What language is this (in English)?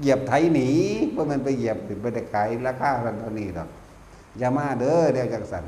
Northeastern Thai